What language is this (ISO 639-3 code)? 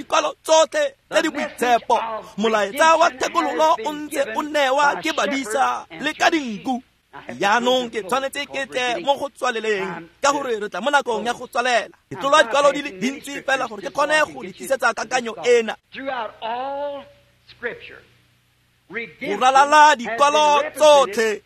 tsn